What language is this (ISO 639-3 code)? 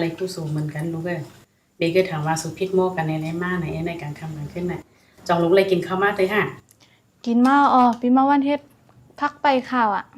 shn